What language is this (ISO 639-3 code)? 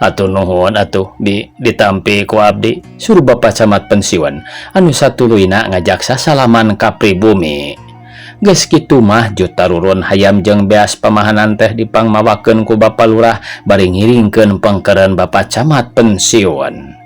sun